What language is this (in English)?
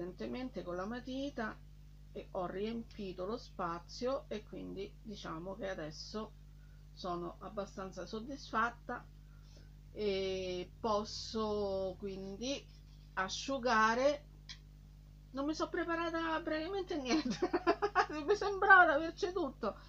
Italian